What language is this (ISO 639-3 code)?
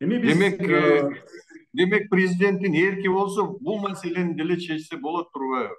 kir